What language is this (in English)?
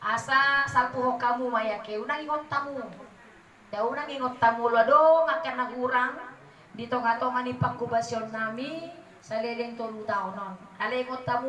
Batak Toba